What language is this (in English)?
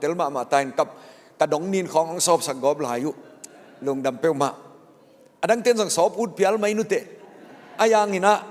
Tedim Chin